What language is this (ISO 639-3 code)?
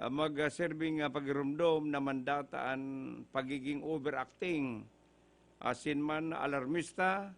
bik